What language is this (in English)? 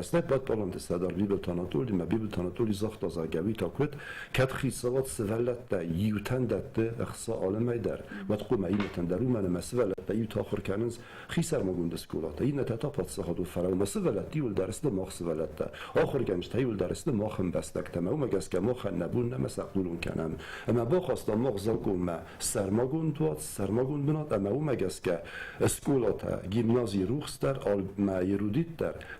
Ossetic